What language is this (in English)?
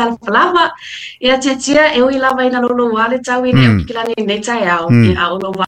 Samoan